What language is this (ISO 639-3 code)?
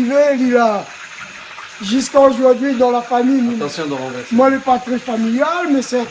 rcf